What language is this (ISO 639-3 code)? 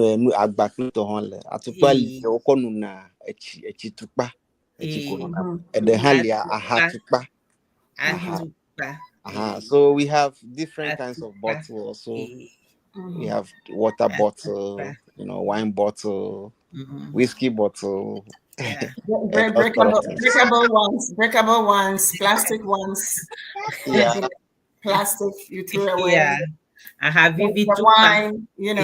ewe